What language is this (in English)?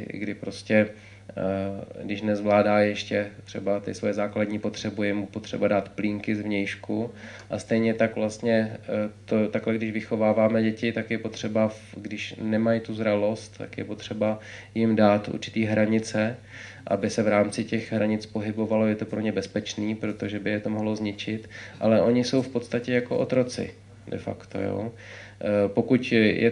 Czech